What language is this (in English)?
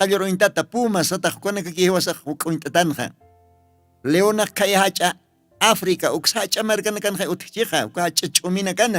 Aymara